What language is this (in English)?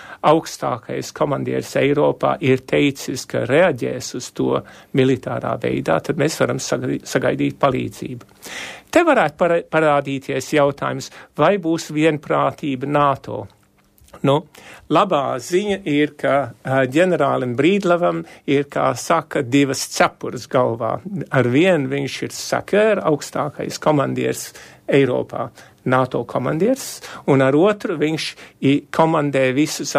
Latvian